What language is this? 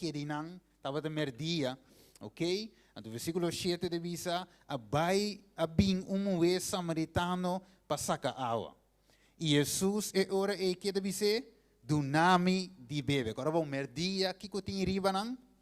Papiamento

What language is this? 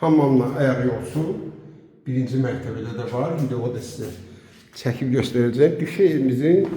Azerbaijani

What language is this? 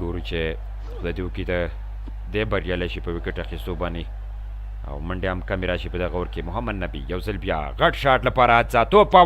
Pashto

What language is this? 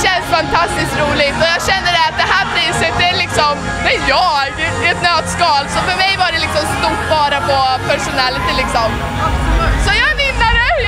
Swedish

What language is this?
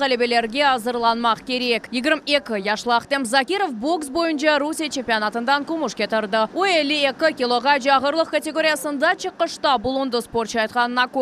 Crimean Tatar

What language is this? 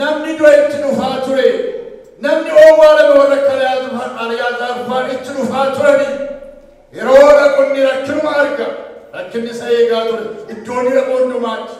Oromo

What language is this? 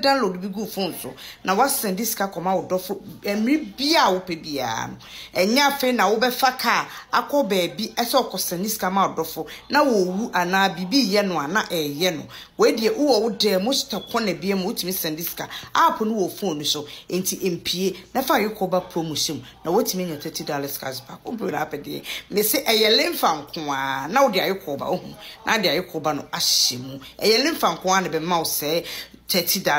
Akan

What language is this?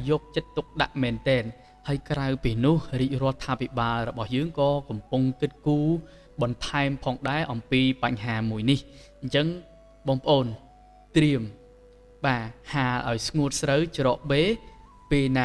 Khmer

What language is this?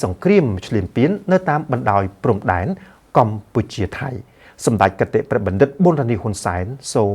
Khmer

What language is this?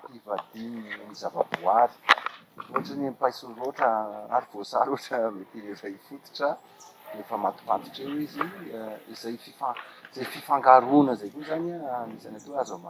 Malagasy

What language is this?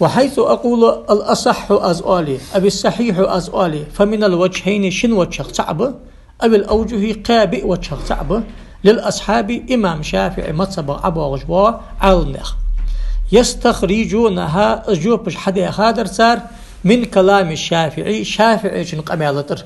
Ingush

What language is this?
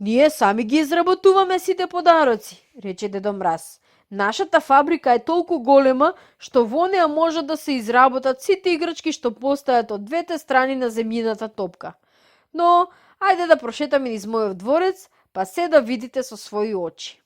Macedonian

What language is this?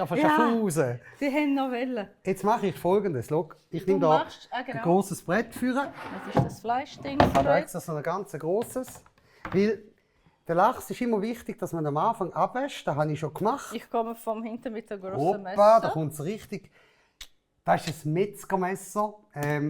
Swiss German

